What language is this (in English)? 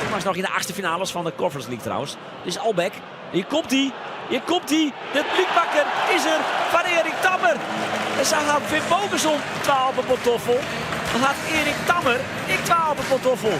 Western Frisian